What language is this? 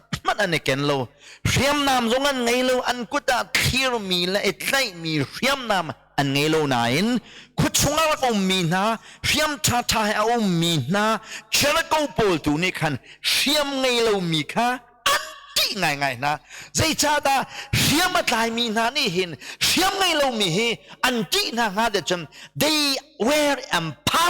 Hakha Chin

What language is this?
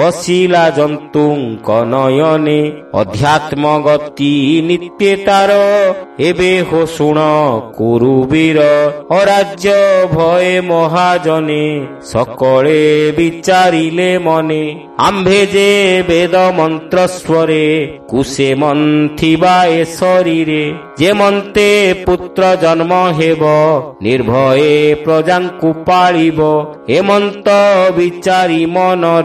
Odia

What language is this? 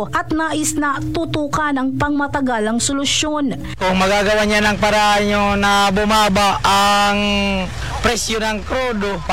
Filipino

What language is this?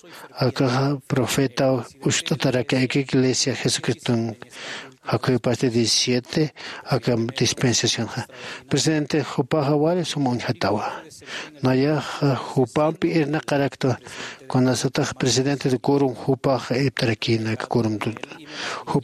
Aymara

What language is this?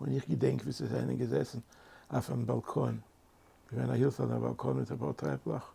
Yiddish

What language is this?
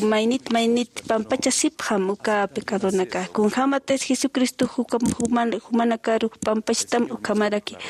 Aymara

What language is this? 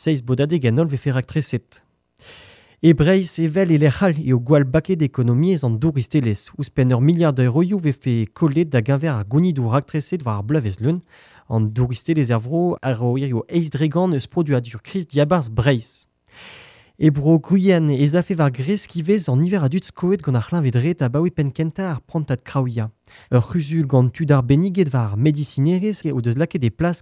Breton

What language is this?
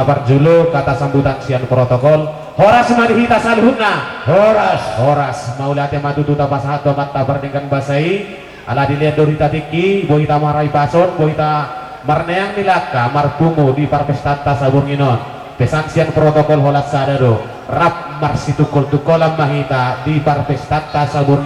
Batak Toba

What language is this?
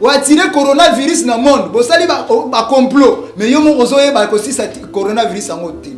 Lingala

